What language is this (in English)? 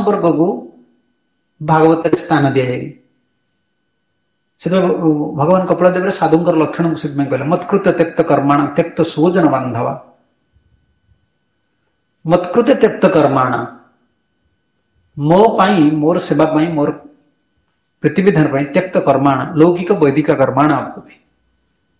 Odia